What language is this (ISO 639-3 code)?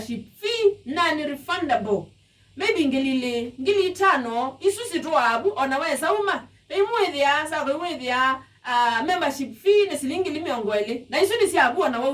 kam